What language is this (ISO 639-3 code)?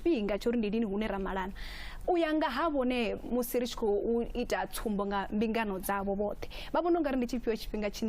ven